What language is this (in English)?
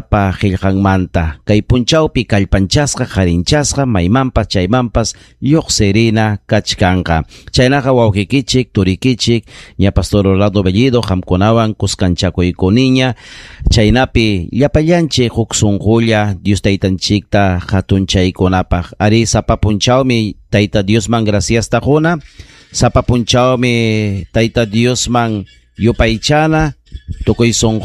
Ayacucho Quechua